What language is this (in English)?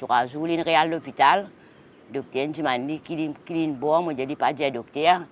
Morisyen